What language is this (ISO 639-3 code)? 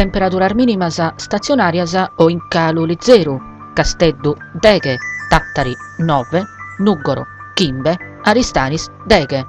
srd